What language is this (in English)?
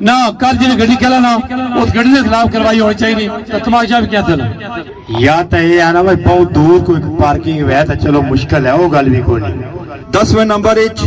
Pahari-Potwari